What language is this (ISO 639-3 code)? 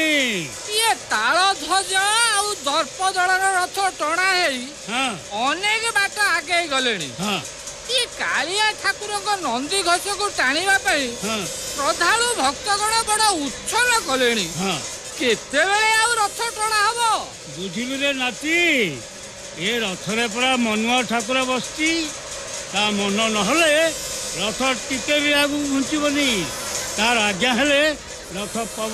ori